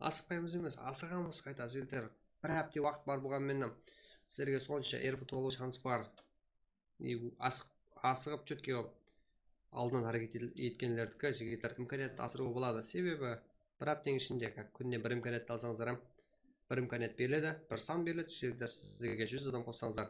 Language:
Kara-Kalpak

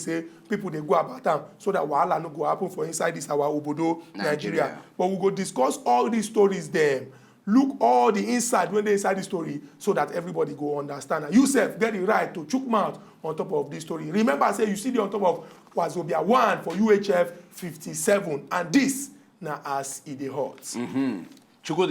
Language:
Nigerian Pidgin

